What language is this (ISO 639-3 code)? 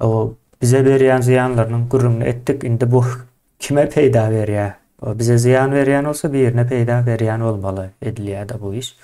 tuk